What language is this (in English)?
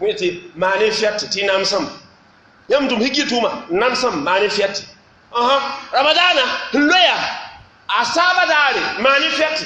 Mossi